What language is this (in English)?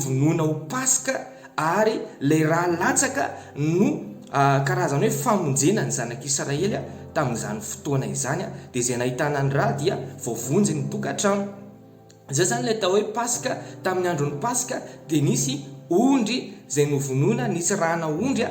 Malagasy